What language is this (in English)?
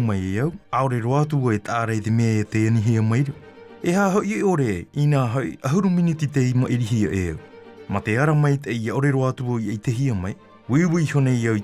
Tahitian